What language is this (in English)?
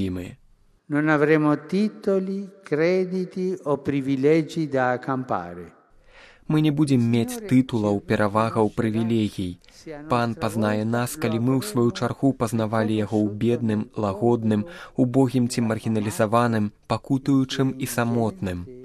Belarusian